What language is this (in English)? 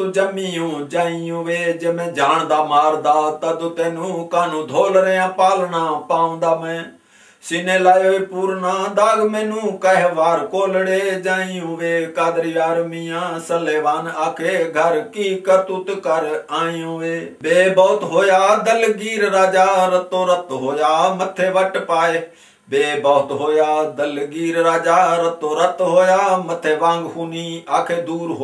Punjabi